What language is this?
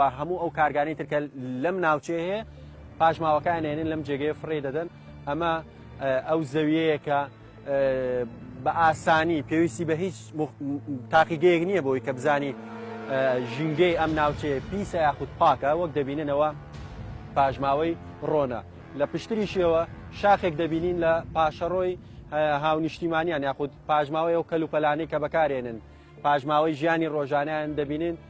Central Kurdish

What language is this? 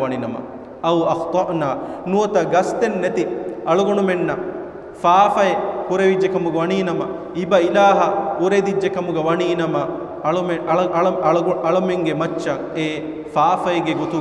Divehi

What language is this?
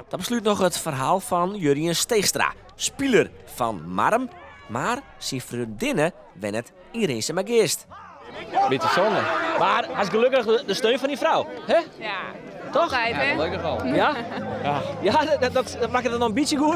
Western Frisian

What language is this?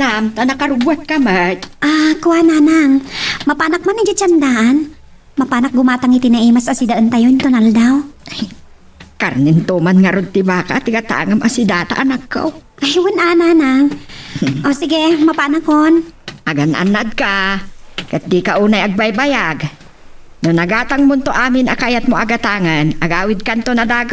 Iloko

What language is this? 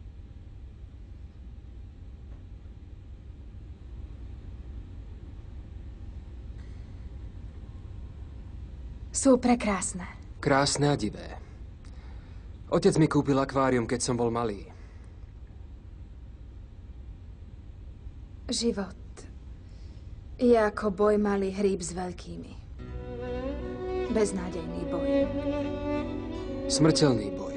Slovak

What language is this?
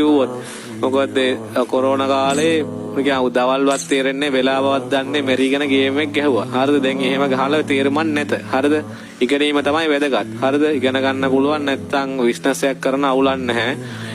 Sinhala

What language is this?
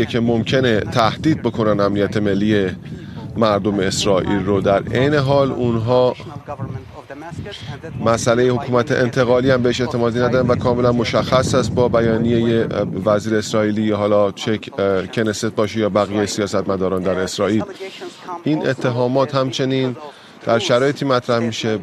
Persian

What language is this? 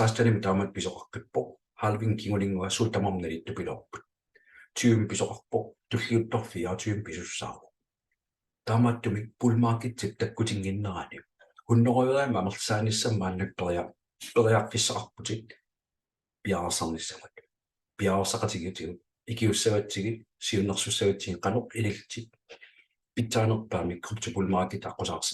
Kalaallisut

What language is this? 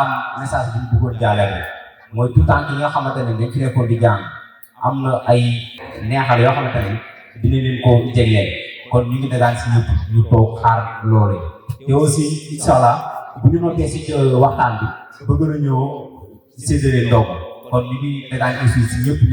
Wolof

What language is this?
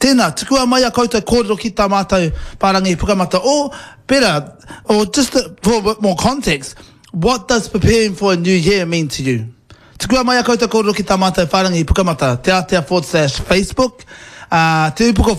Māori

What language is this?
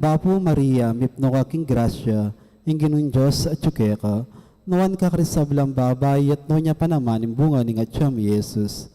Pampanga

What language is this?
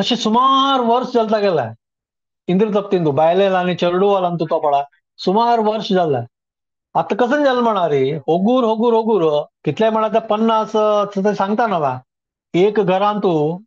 Konkani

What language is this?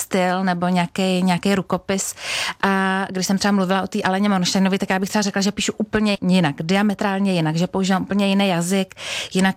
Czech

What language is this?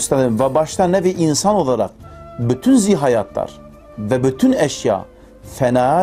Kurdish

